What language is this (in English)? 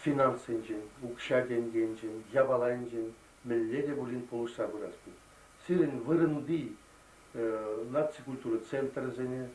Chuvash